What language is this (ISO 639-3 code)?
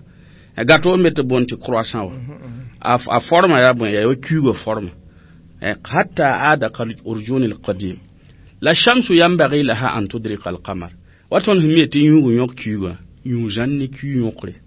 mos